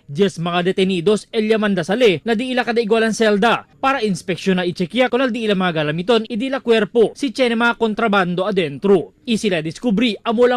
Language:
Chavacano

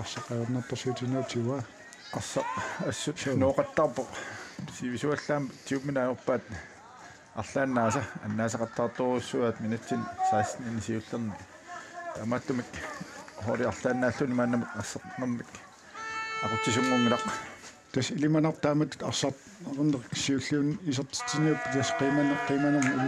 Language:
Kalaallisut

